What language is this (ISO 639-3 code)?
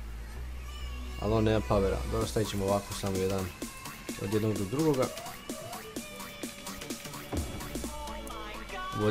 hrv